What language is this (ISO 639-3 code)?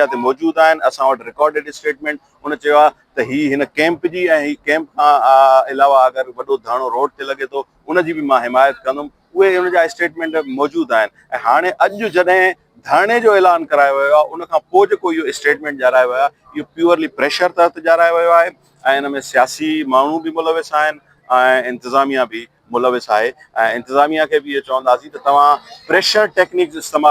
snd